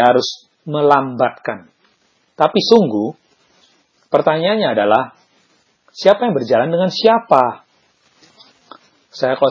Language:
Indonesian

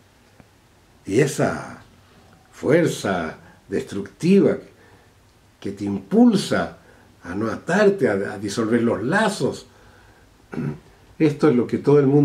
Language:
Spanish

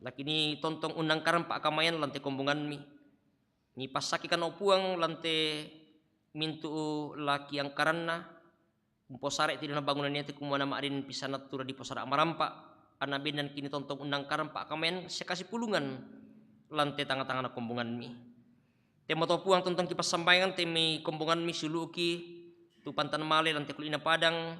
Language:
Toraja-Sa'dan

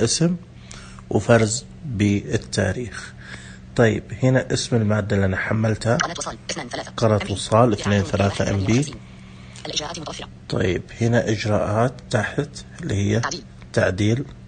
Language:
Najdi Arabic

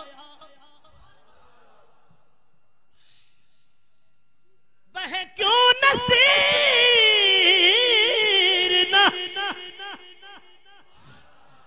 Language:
Urdu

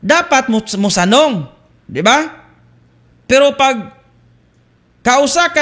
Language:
Cebuano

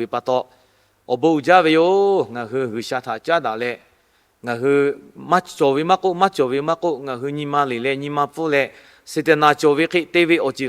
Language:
Lahu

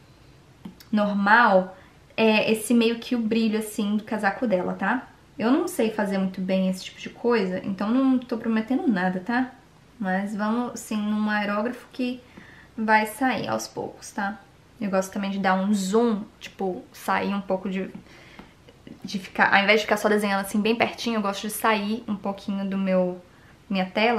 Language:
Portuguese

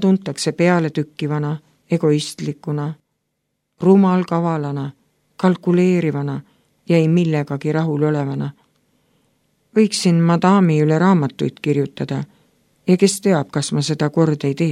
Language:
Estonian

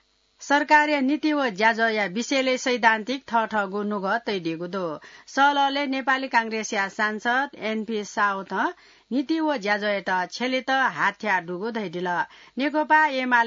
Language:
Newari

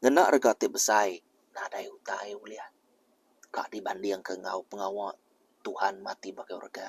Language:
Iban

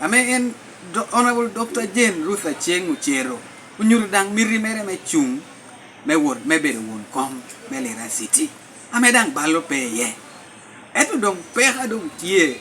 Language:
Lango (Uganda)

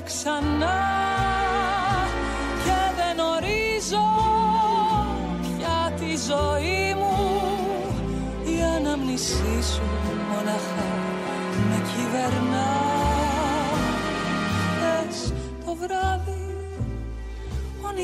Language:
Greek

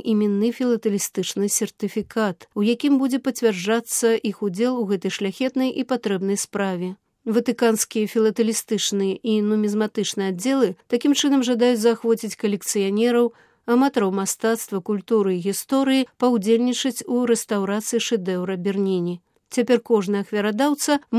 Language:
Belarusian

